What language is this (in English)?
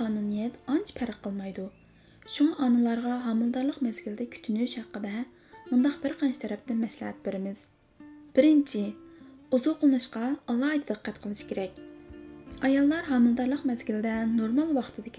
Uyghur